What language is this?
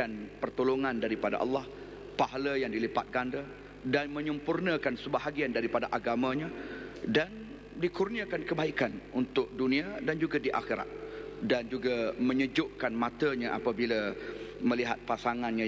Malay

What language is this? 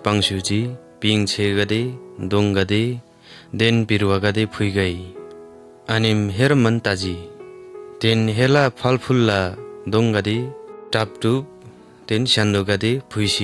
Eastern Tamang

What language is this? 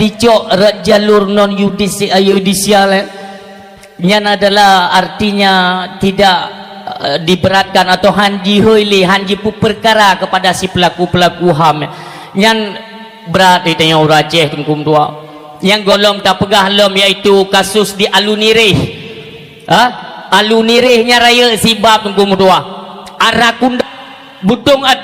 Achinese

